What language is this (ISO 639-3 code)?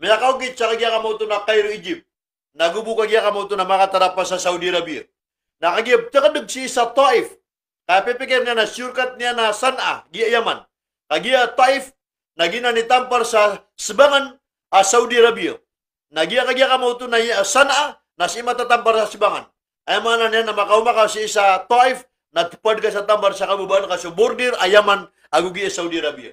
mrw